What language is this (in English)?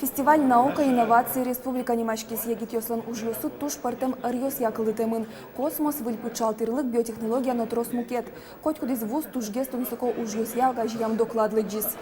Udmurt